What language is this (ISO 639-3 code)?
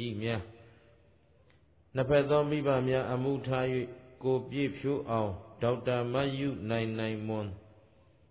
mya